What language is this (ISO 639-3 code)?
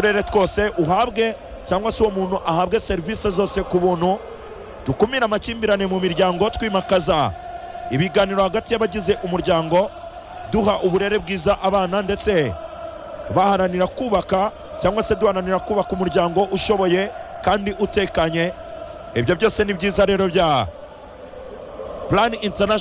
kin